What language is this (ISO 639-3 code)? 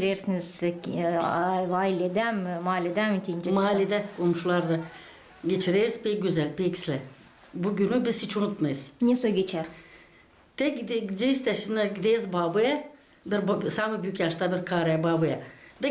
gag